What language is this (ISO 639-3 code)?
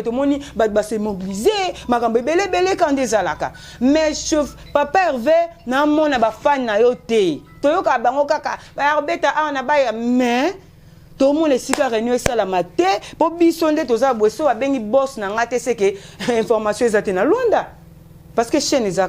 lin